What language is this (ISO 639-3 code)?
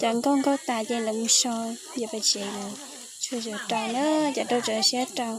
hmn